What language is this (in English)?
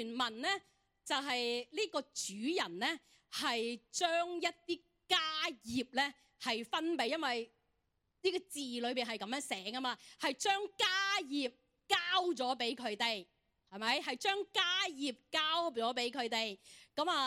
Cantonese